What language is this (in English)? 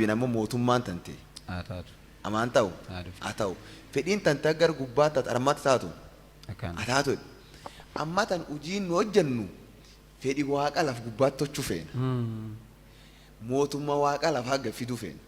Oromo